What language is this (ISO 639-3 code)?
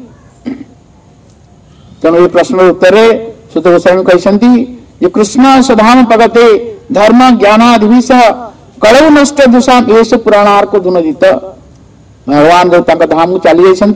ori